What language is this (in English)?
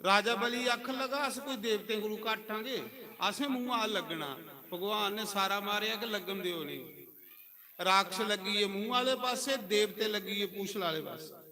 Dogri